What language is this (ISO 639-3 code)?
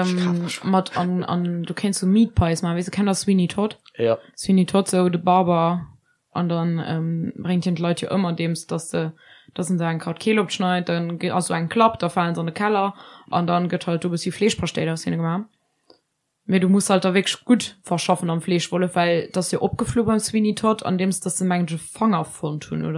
ltz